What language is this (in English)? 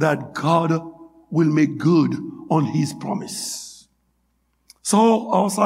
Haitian Creole